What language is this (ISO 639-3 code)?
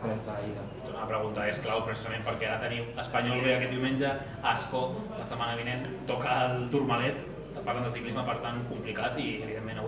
cat